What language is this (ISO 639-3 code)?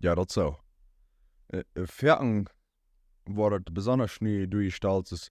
pdt